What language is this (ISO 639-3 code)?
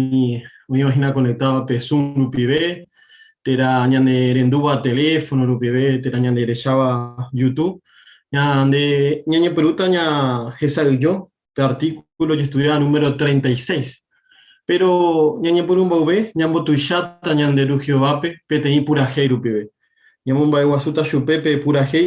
grn